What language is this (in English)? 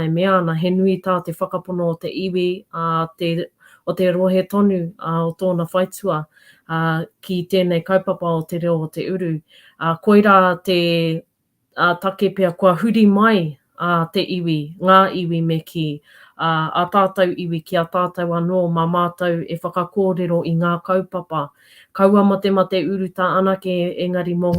Māori